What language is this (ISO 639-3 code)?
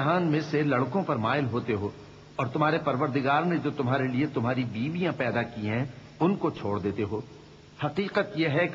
urd